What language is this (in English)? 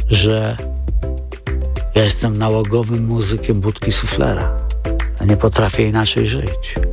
Polish